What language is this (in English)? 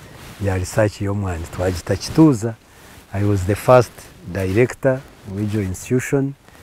Nyankole